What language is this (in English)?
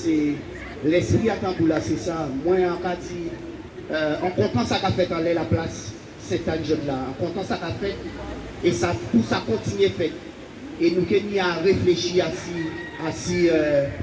Guadeloupean Creole French